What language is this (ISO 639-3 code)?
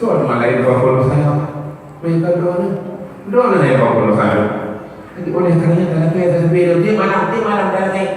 ace